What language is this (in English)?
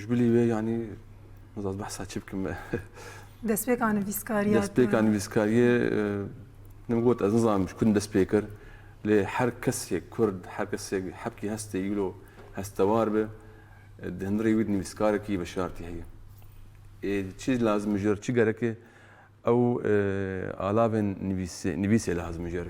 Kurdish